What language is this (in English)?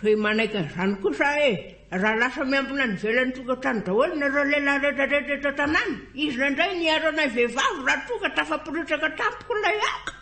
Malagasy